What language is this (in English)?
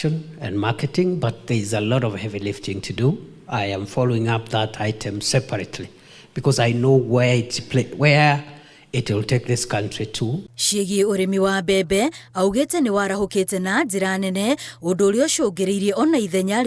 Kikuyu